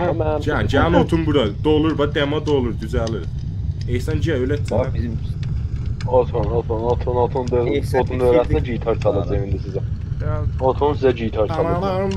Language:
South Azerbaijani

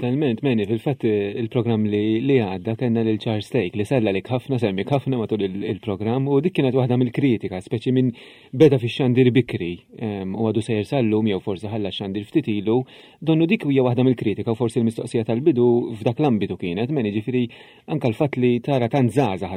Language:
Maltese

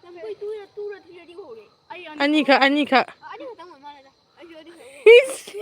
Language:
Manipuri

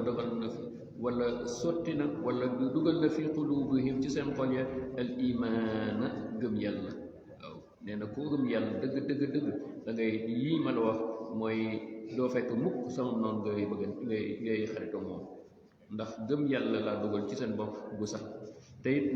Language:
Wolof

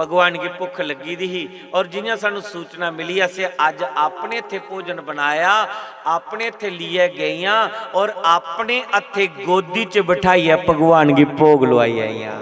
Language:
Dogri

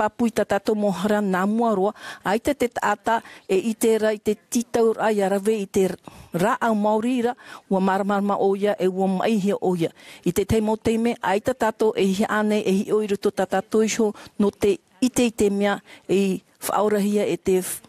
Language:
Tahitian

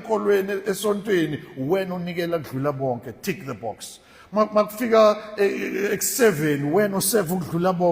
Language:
Zulu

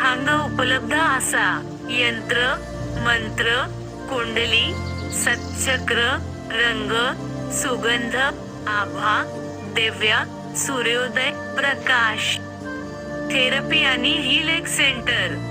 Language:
Konkani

